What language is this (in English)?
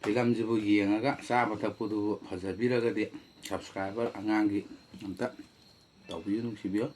Manipuri